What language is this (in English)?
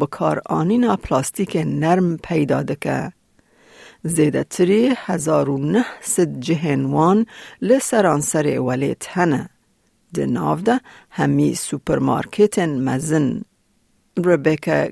Kurdish